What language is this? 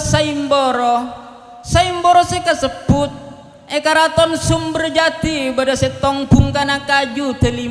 Madurese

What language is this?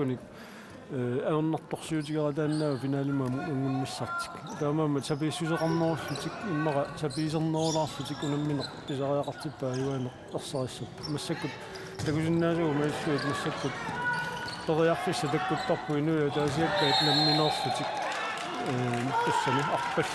Kalaallisut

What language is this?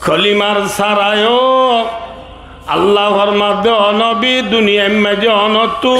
Rohingya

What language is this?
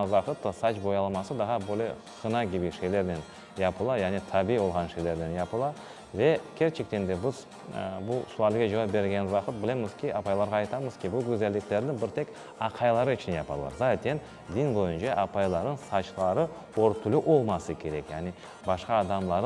Crimean Tatar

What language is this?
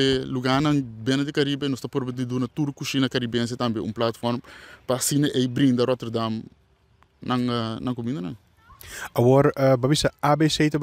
Papiamento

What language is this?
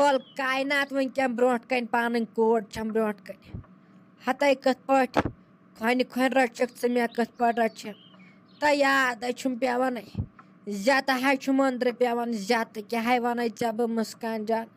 Kashmiri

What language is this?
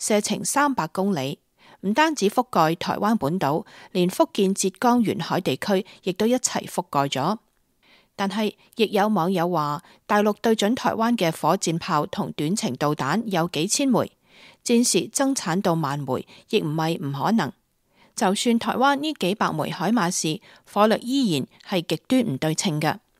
Cantonese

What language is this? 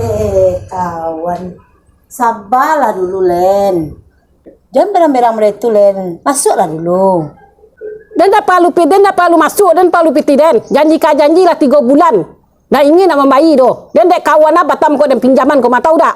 Minangkabau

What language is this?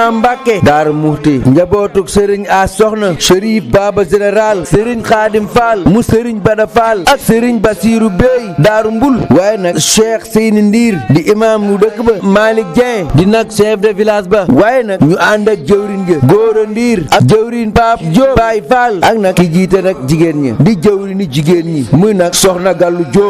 Wolof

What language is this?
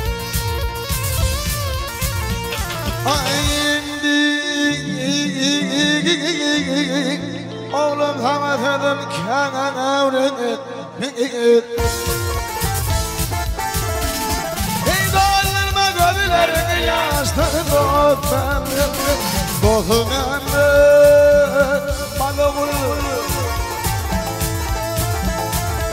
Turkish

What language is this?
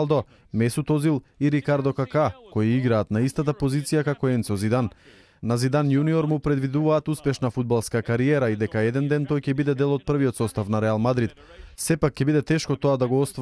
Macedonian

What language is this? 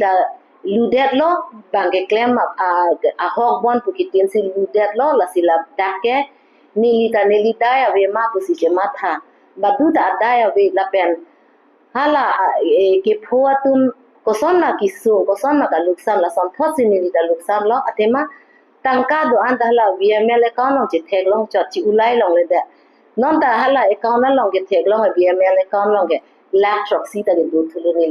Karbi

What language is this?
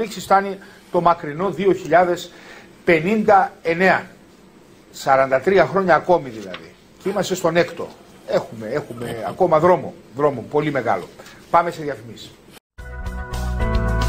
Greek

